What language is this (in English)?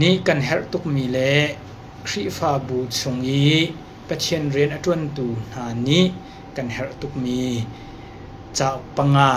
Hakha Chin